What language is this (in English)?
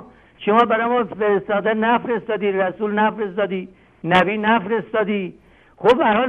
Persian